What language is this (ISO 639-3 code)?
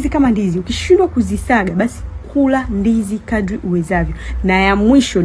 swa